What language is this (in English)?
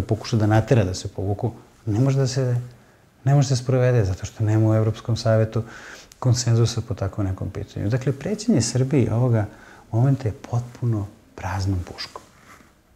Serbian